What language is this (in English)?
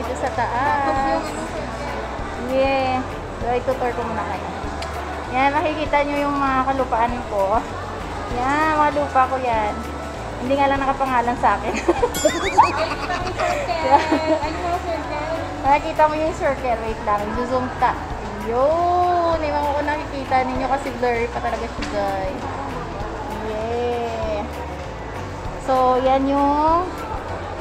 Filipino